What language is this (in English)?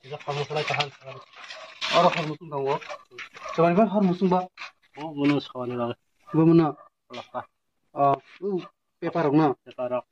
Kok Borok